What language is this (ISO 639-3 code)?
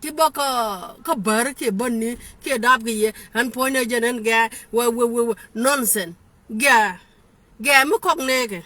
nus